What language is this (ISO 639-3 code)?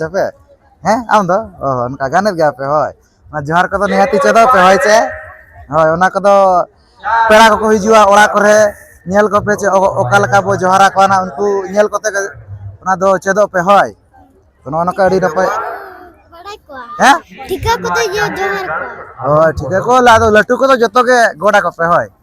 sat